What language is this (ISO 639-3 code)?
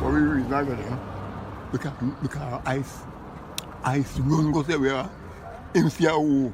jam